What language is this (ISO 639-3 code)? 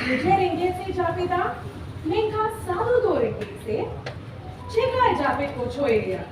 sat